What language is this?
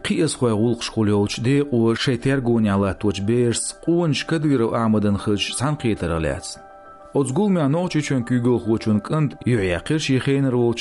Chechen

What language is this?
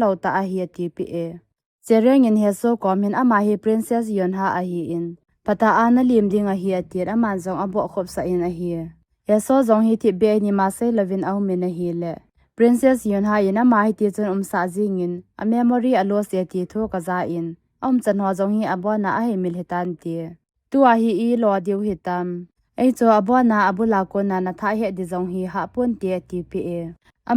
Thado Chin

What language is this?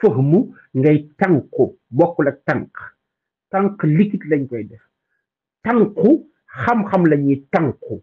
Wolof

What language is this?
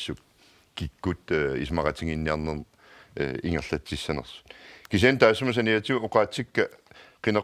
Kalaallisut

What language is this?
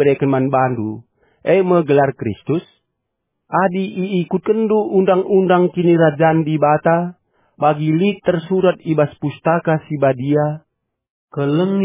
Batak Karo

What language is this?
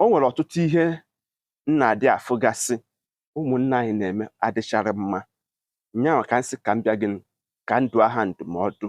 Igbo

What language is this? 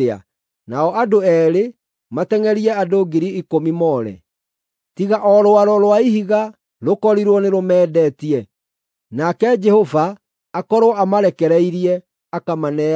Kikuyu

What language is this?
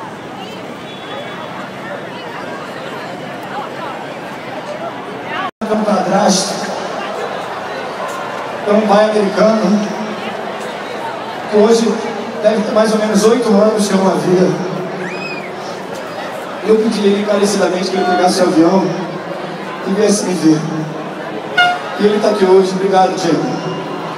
Portuguese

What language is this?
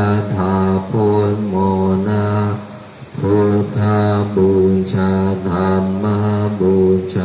Pali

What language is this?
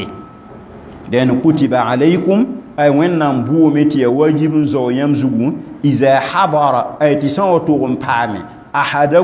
Mossi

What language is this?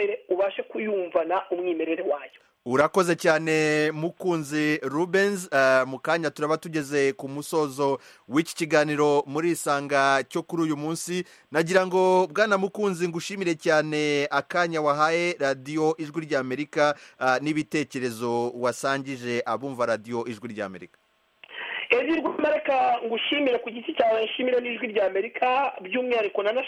Kinyarwanda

